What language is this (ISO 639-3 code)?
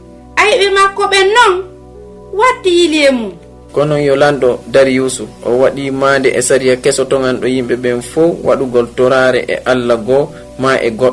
ful